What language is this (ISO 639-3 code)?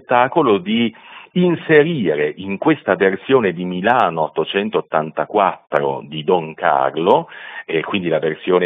ita